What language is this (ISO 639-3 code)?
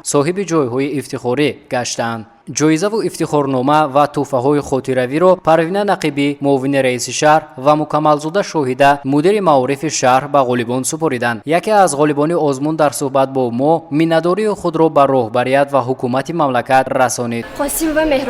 tgk